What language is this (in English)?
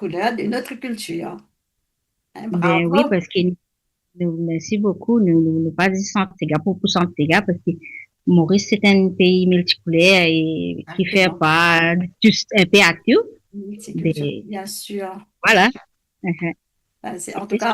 Morisyen